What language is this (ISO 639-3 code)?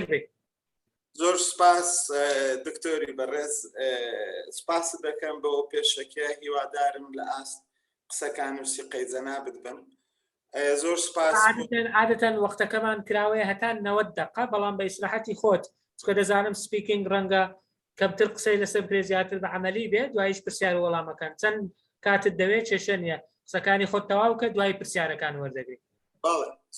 ckb